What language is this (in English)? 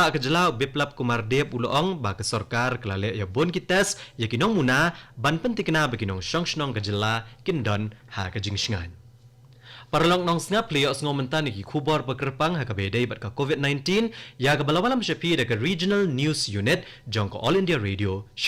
Khasi